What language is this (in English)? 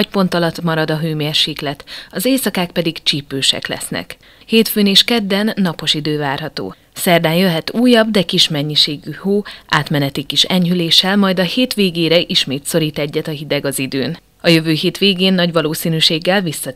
Hungarian